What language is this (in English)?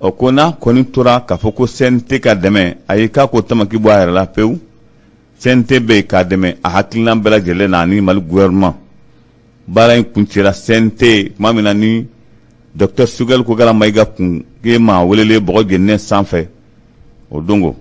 Bambara